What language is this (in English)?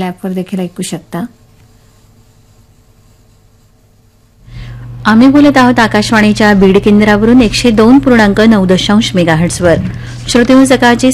Marathi